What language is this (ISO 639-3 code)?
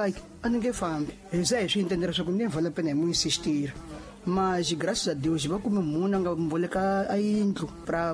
tso